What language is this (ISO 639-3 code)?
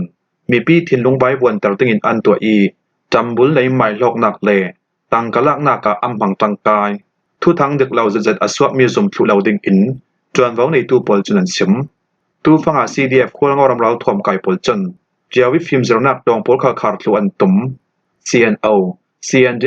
cfm